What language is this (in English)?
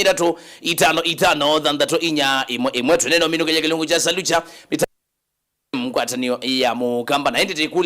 Kamba